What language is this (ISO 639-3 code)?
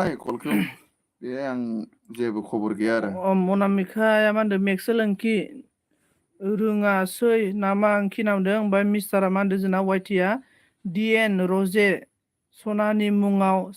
brx